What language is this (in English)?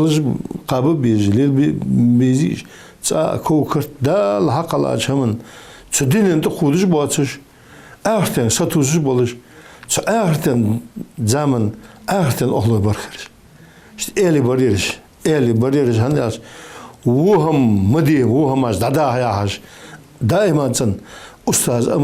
Ingush